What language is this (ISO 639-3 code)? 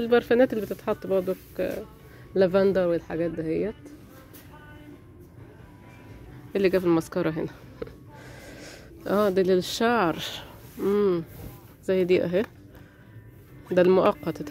arz